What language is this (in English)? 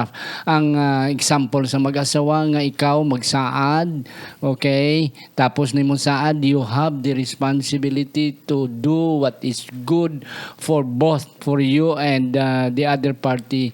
Hiligaynon